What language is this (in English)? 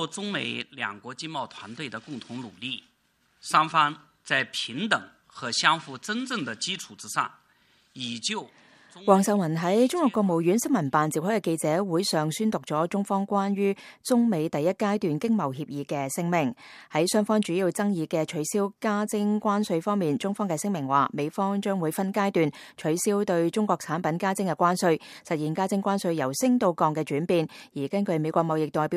Cantonese